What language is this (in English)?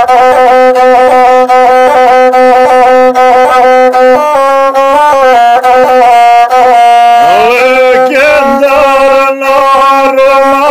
Serbian